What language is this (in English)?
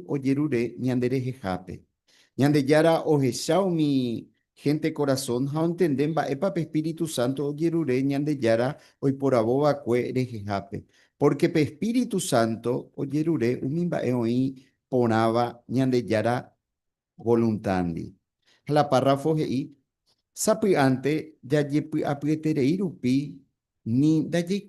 Guarani